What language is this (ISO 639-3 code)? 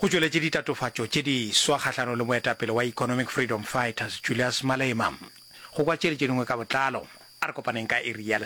nso